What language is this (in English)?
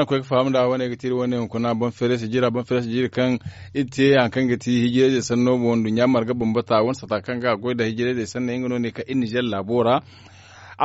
Zarma